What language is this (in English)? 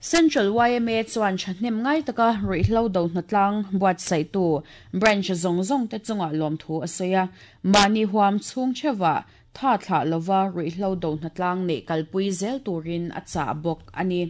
Mizo